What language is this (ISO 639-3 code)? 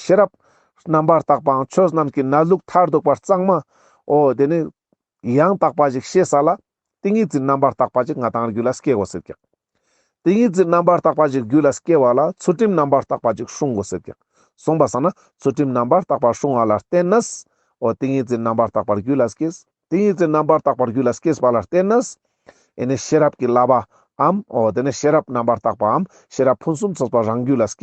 lbj